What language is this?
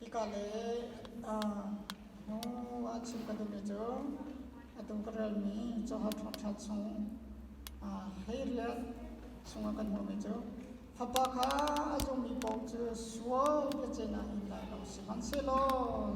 Hakha Chin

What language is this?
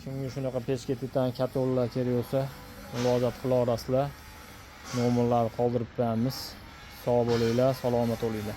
Uzbek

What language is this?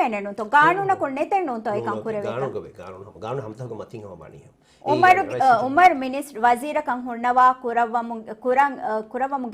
Divehi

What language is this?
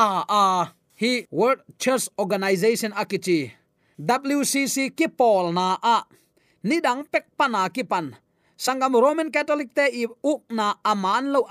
Tedim Chin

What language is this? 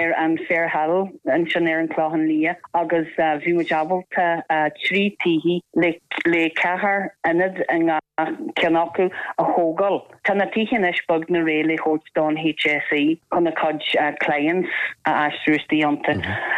Irish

